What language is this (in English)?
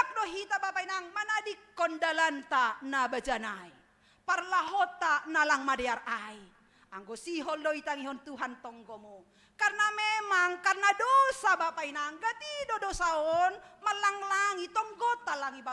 Batak Simalungun